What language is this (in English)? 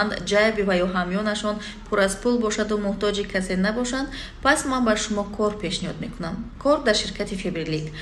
Tajik